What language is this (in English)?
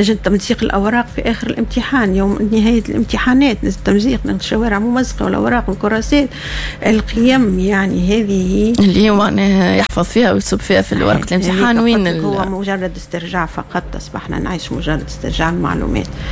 Tunisian Arabic